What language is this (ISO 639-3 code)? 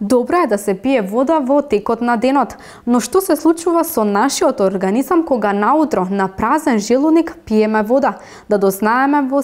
mkd